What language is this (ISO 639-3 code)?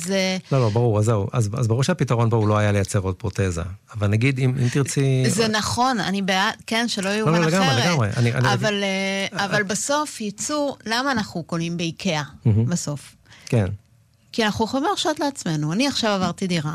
heb